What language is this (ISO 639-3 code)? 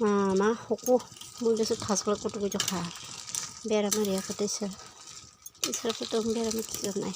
trp